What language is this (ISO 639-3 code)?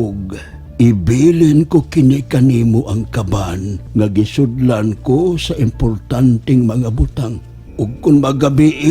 ceb